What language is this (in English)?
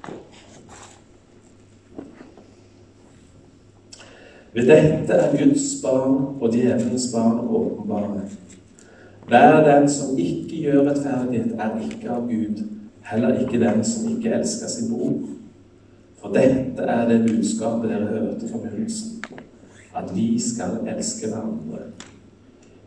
Norwegian